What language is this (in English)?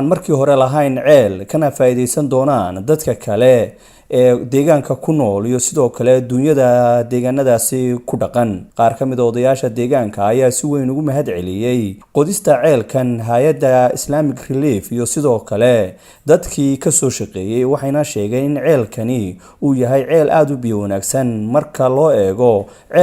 Somali